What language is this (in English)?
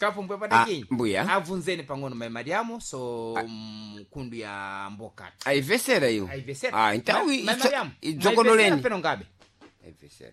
Sena